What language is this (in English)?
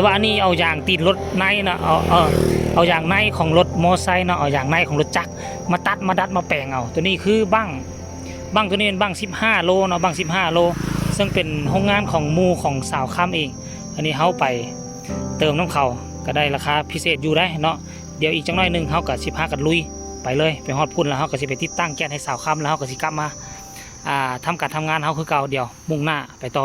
Lao